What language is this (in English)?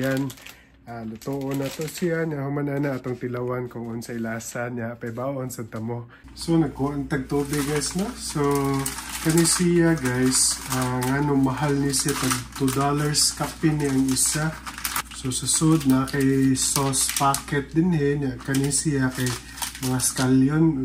Cebuano